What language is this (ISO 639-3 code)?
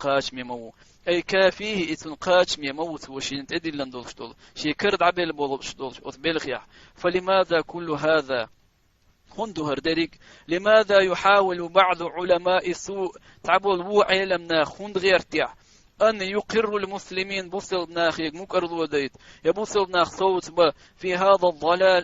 che